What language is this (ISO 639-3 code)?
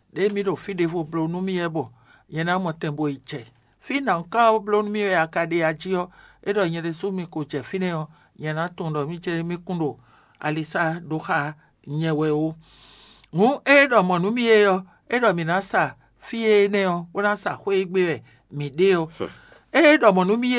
fon